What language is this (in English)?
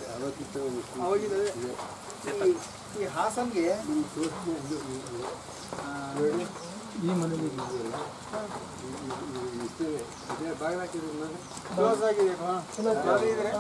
Kannada